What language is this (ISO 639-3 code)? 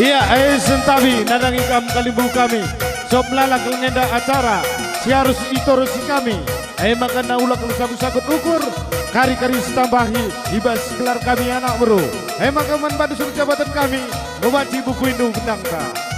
btx